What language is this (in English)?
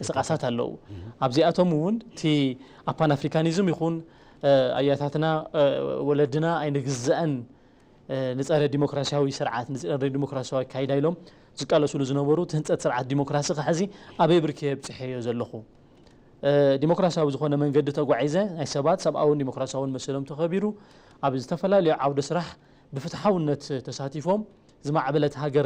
Tigrinya